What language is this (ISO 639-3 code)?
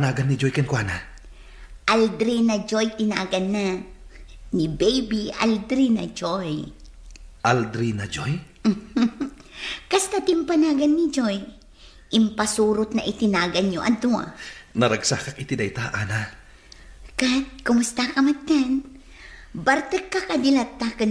ilo